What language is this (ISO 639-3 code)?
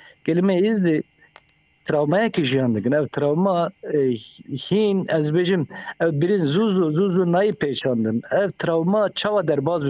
kur